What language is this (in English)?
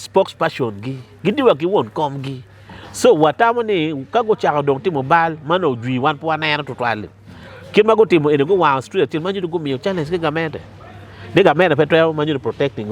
Acoli